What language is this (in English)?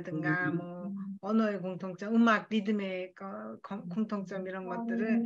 Korean